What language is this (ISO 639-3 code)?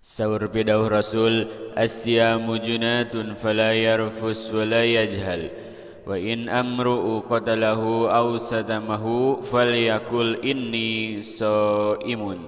sun